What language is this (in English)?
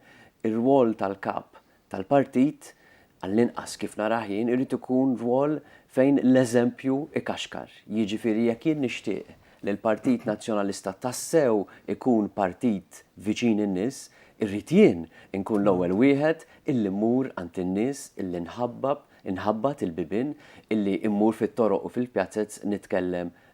Maltese